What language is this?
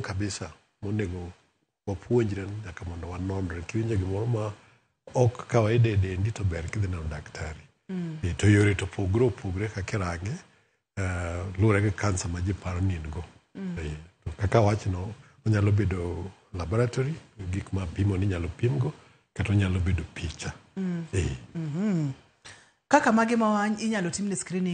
Luo (Kenya and Tanzania)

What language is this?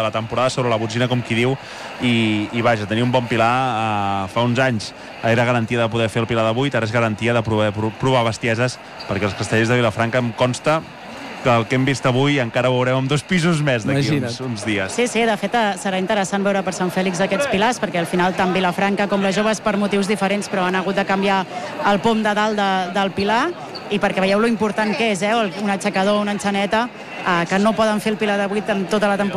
Catalan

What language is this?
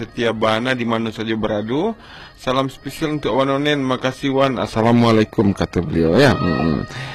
Minangkabau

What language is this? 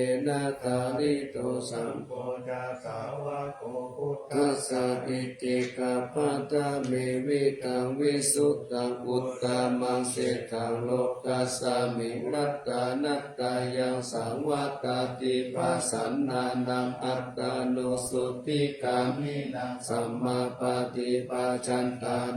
Pali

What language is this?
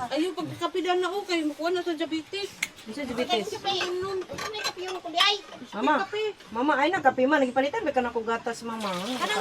Cebuano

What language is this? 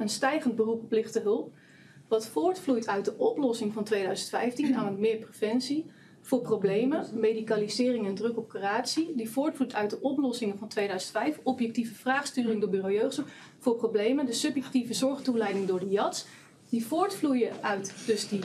Dutch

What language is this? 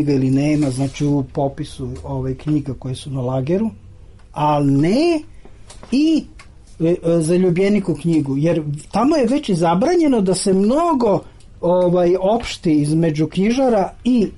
Serbian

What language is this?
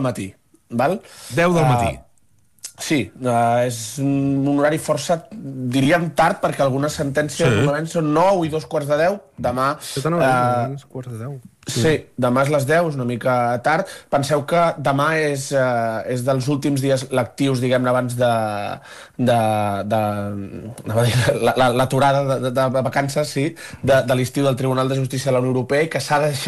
Catalan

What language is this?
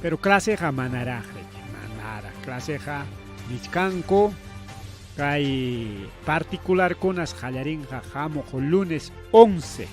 Ayacucho Quechua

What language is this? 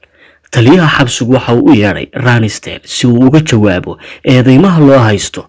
Somali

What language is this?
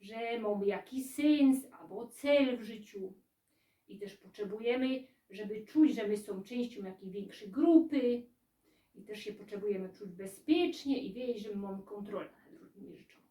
Silesian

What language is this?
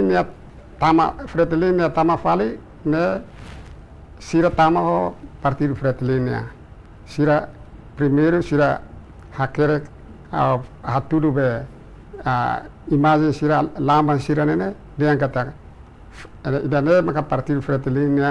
Tetum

